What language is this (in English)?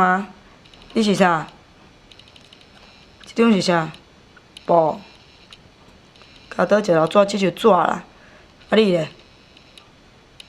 Min Nan Chinese